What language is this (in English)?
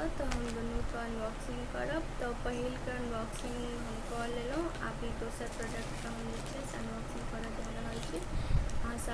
Maithili